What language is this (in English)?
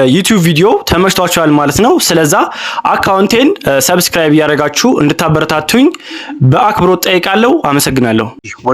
Amharic